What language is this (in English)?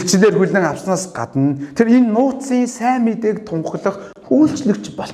Mongolian